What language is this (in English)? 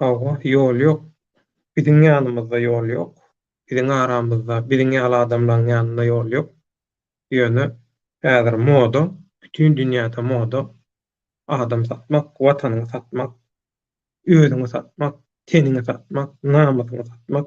Turkmen